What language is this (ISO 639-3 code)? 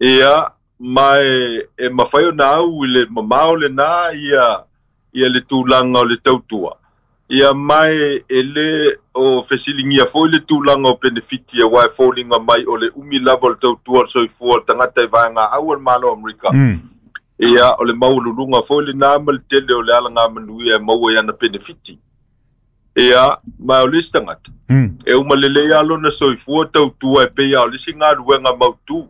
smo